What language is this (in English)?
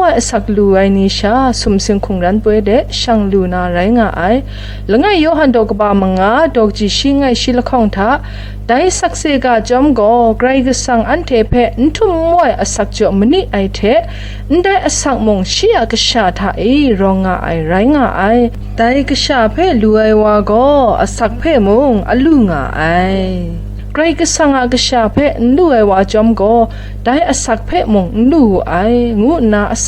Kachin